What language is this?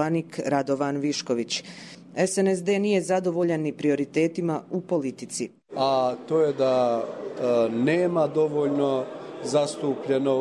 Croatian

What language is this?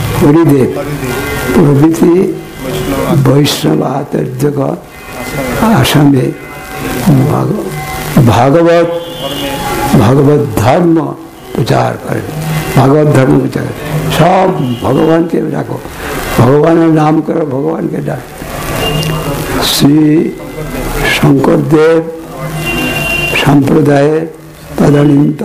Bangla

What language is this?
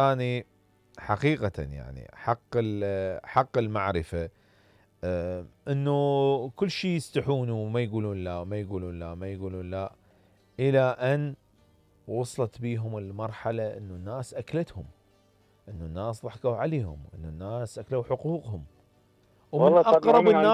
Mesopotamian Arabic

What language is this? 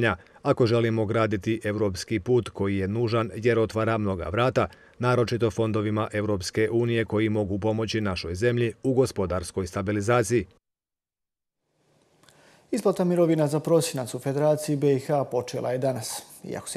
Croatian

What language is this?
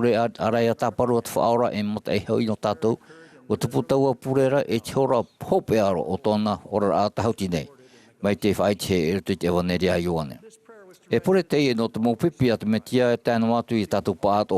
Tahitian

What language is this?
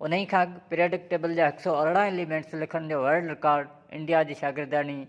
Sindhi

